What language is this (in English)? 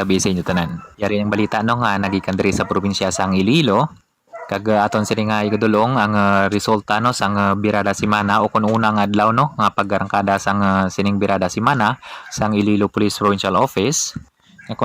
Hiligaynon